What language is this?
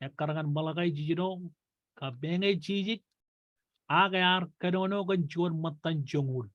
Marshallese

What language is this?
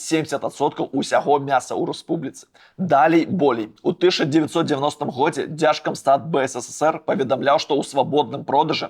Belarusian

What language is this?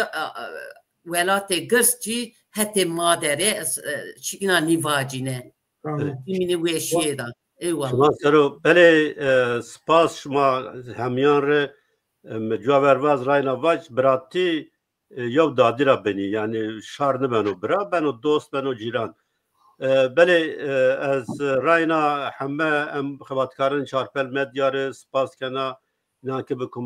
Zaza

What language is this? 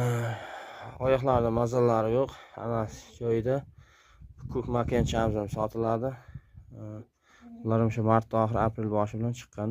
Uzbek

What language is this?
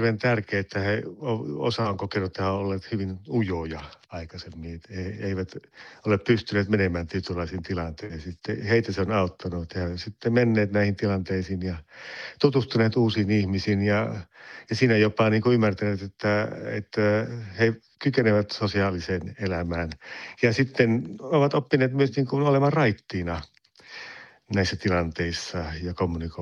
Finnish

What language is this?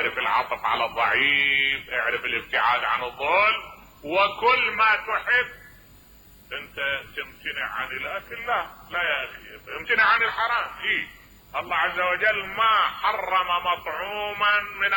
Mesopotamian Arabic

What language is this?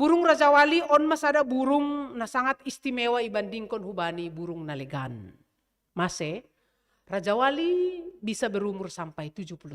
Batak Simalungun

